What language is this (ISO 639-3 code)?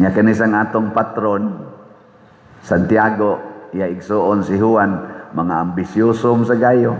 ceb